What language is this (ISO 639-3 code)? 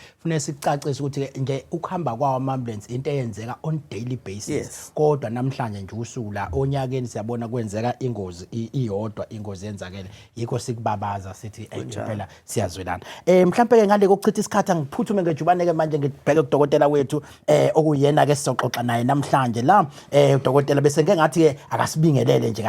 zul